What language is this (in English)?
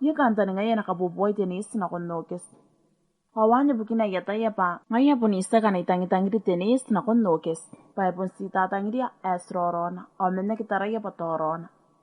Gilbertese